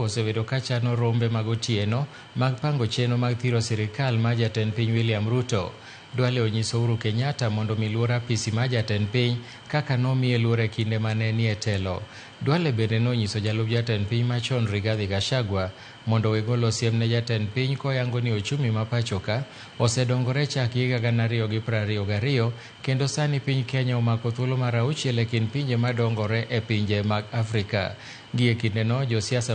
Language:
Luo (Kenya and Tanzania)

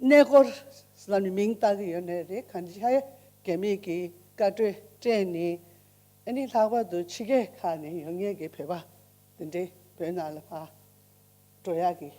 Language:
Tibetan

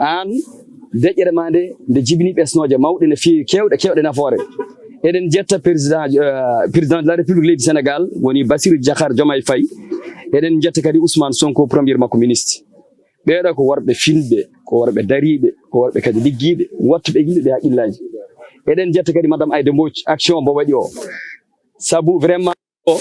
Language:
Fula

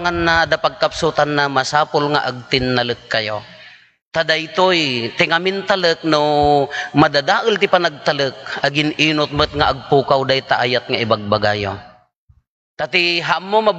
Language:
Iloko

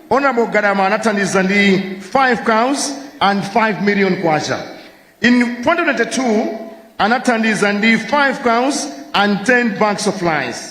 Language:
Nyanja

